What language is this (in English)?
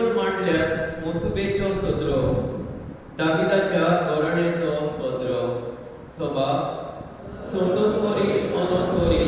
Konkani